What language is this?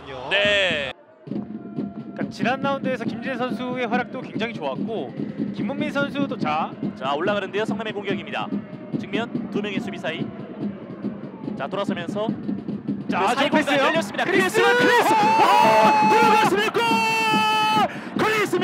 Korean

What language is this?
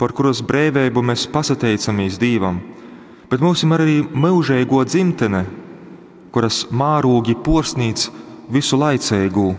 Latgalian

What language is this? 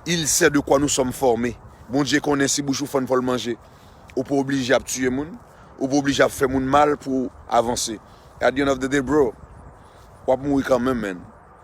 Haitian Creole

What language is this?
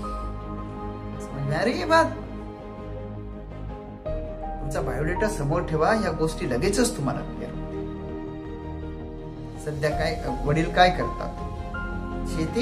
Marathi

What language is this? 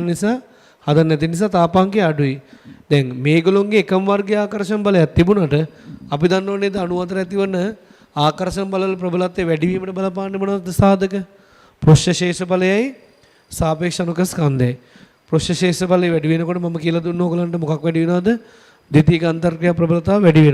Sinhala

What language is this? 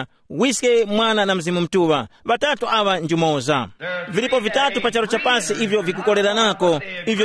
Tumbuka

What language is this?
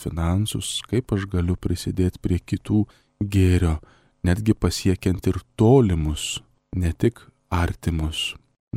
Lithuanian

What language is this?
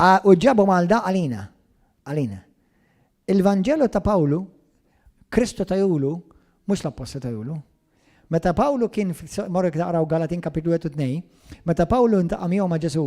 Maltese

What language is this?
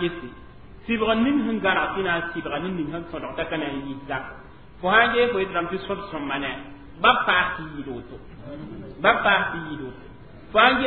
Mossi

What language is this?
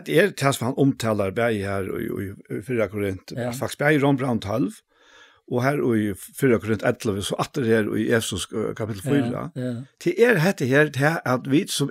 Faroese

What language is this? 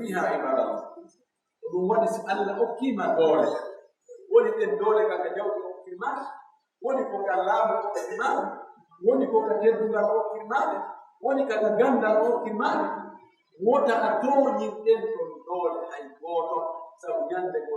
Pular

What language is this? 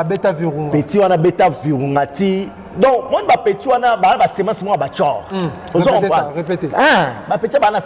Lingala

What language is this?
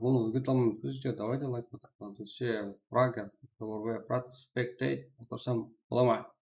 Kara-Kalpak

